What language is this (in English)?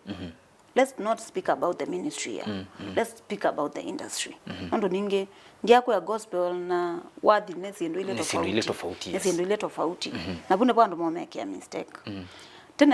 Kamba